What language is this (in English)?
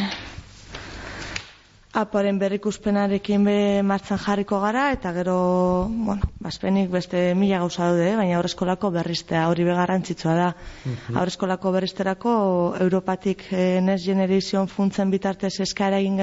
Basque